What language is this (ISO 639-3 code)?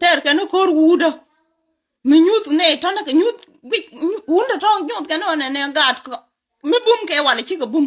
nus